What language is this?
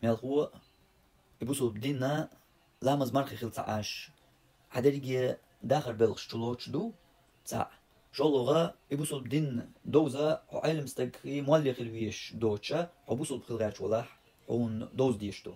Chechen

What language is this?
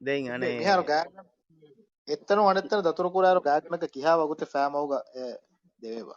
Divehi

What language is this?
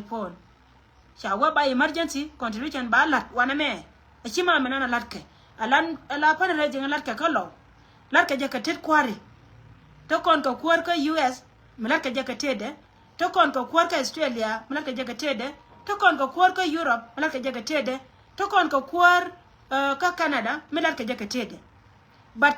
Nuer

